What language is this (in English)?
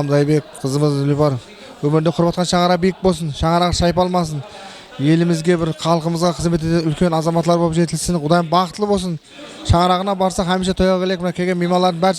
Kara-Kalpak